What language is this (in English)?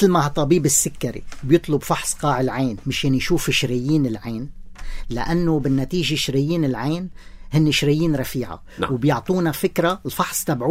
North Levantine Arabic